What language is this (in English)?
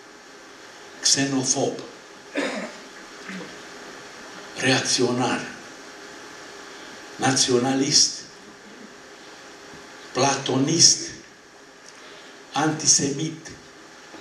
Romanian